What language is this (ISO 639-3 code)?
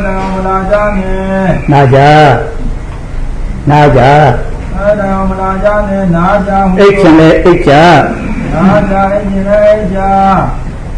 mya